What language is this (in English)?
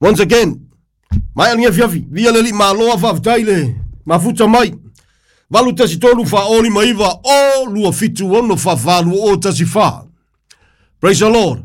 Samoan